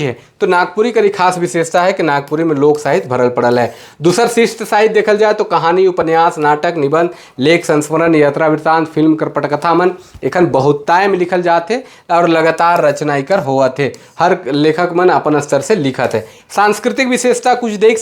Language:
Sadri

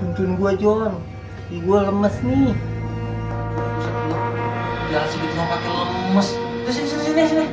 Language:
Betawi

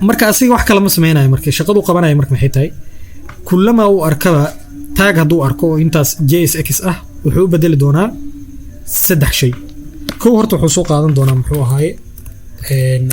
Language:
Somali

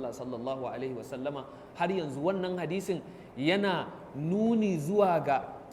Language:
Hausa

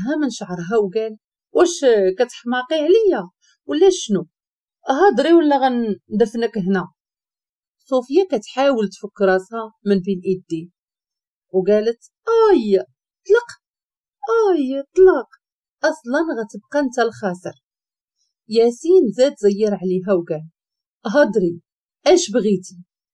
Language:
Moroccan Arabic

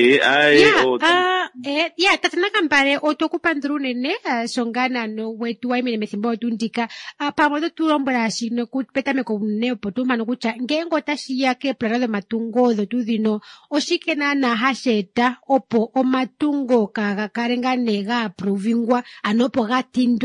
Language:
Kuanyama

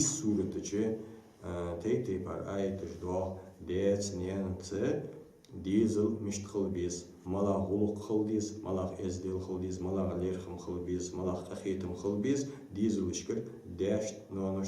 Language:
Ingush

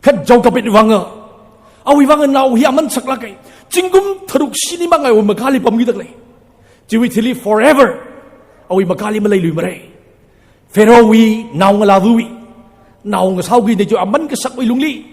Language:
Tangkhul Naga (India)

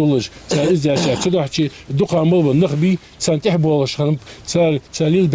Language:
Ingush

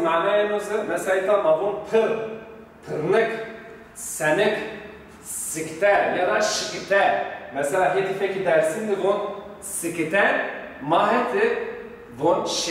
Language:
Zaza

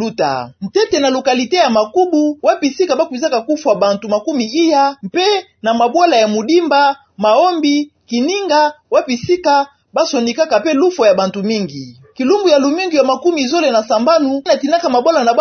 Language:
Kituba (Democratic Republic of Congo)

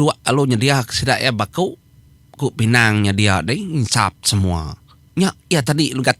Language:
Iban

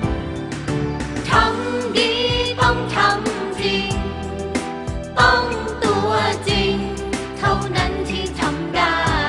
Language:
Thai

